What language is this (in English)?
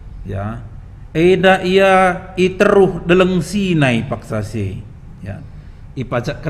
Batak Karo